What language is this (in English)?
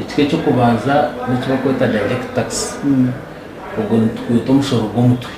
Nyankole